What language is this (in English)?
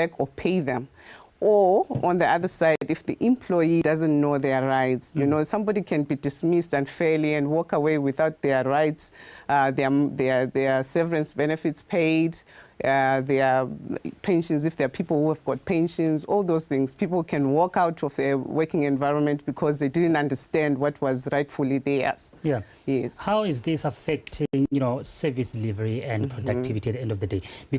Tswana